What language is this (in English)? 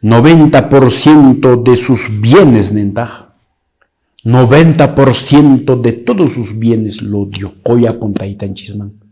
Quechua